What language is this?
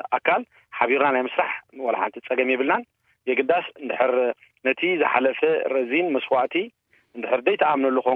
Tigrinya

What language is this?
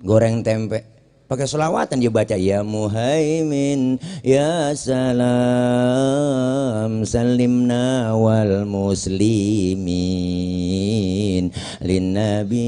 Betawi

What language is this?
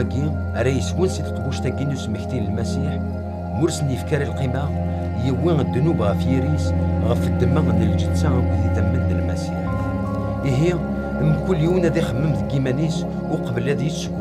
Kabyle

